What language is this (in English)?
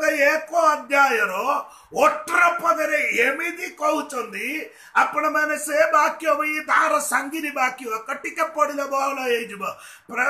Odia